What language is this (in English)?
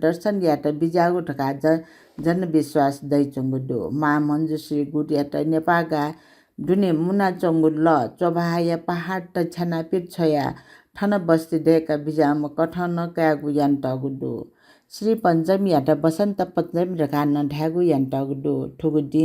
Newari